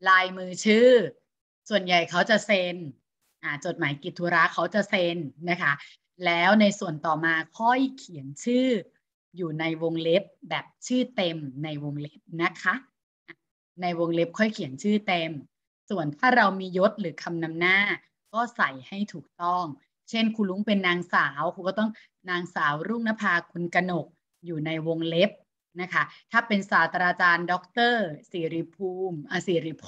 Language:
Thai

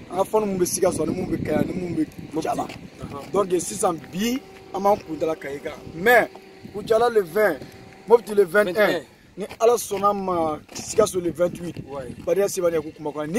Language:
Bambara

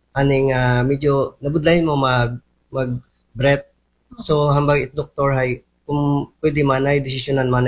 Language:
Aklanon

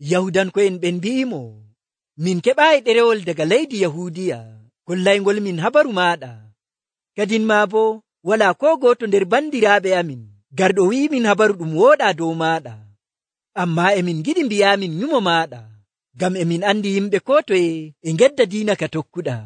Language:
Nigerian Fulfulde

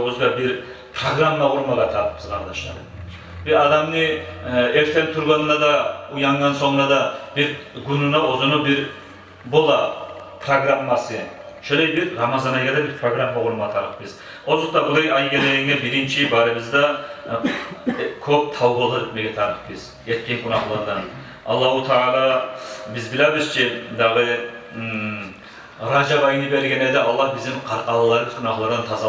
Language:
Kumyk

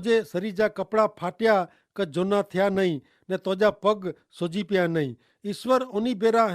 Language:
Kachhi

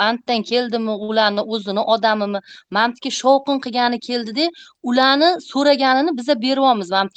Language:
Uzbek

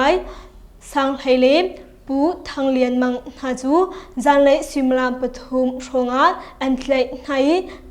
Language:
Hakha Chin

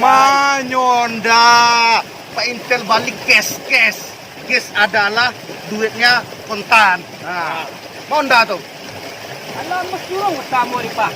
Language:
Minangkabau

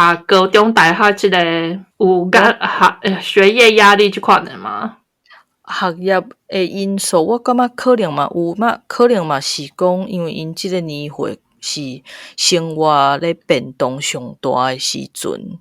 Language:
Min Nan Chinese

